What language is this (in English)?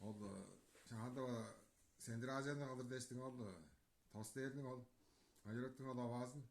Tuvinian